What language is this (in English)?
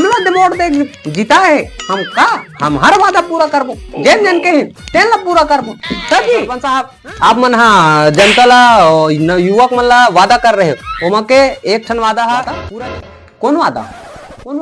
Chhattisgarhi